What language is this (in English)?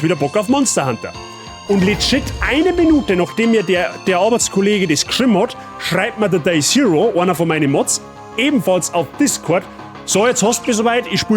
Bavarian